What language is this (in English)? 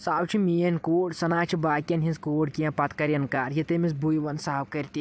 Kashmiri